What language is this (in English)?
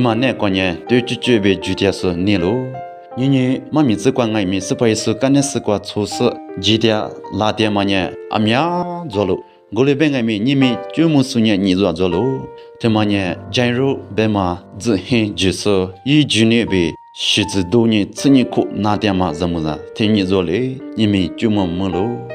Lisu